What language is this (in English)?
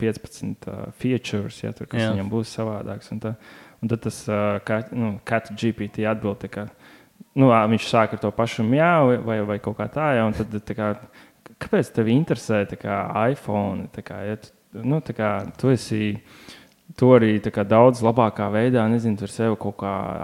Latvian